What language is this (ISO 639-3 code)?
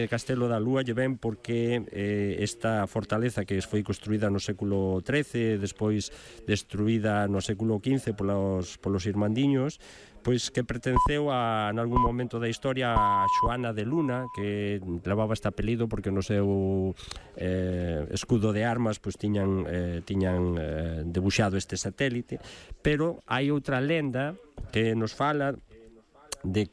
glg